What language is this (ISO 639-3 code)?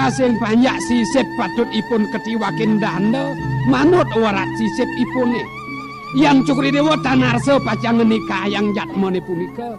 ban